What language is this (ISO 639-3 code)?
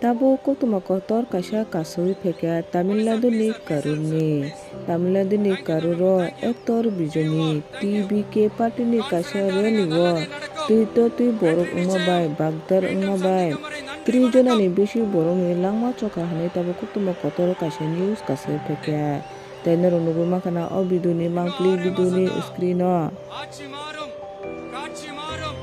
trp